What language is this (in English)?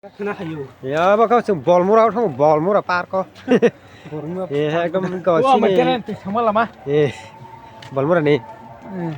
Kok Borok